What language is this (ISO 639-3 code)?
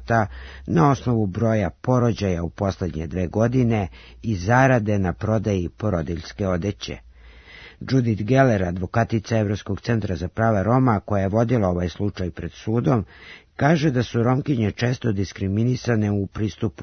srp